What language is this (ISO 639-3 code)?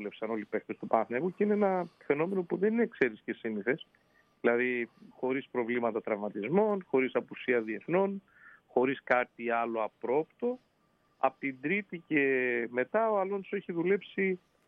ell